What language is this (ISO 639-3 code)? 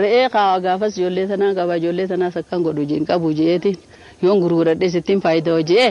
orm